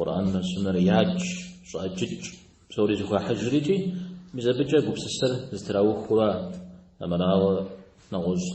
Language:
Kabardian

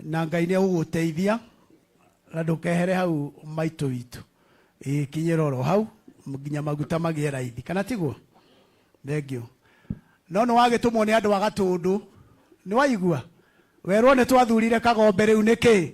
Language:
Kikuyu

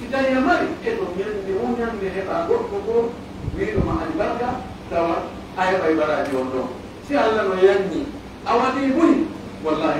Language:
Pular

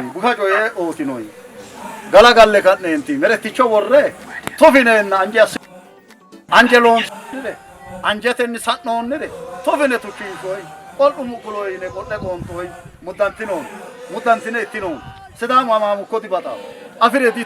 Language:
Sidamo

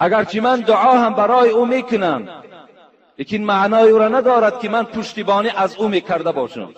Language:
Tajik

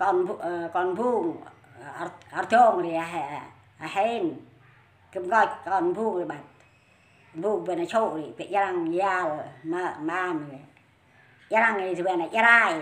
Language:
Central Mnong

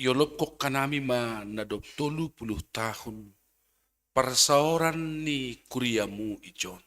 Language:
Batak Simalungun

